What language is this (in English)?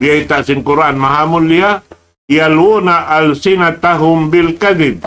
Tausug